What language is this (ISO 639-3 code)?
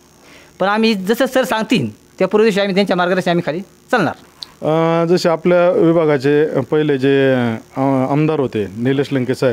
mar